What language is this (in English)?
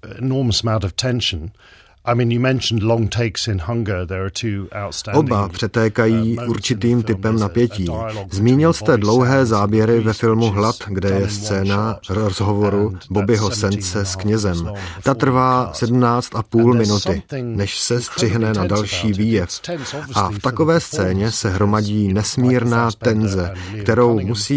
Czech